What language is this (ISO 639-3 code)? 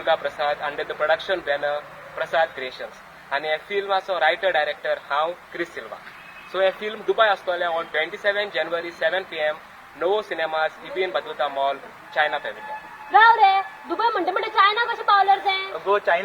kok